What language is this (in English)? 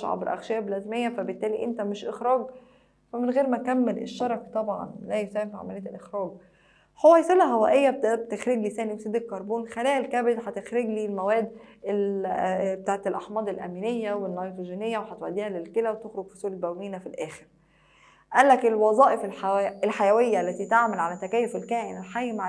Egyptian Arabic